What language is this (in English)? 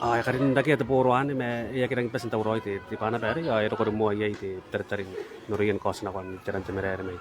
Gilbertese